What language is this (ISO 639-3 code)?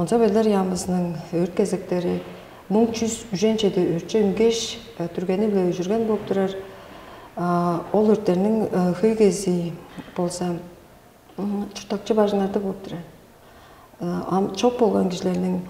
tyv